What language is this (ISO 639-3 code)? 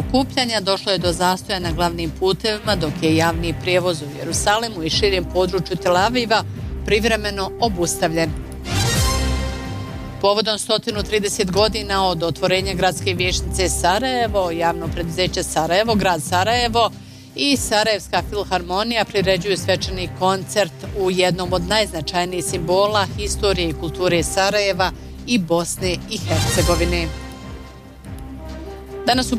bos